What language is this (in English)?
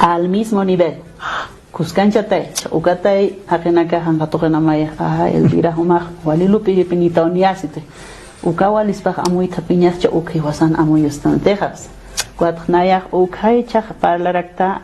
Aymara